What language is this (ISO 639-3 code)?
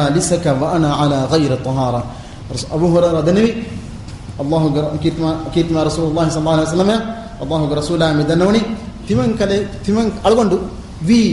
div